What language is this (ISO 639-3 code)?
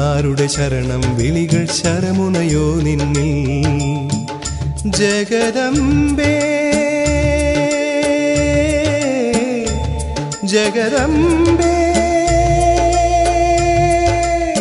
mal